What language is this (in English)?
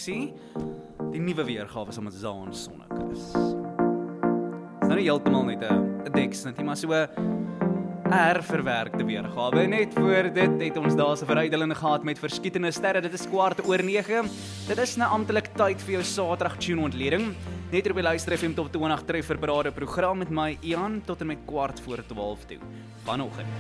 Afrikaans